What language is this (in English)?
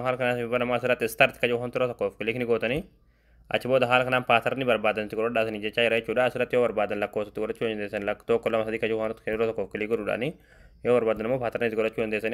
Oromo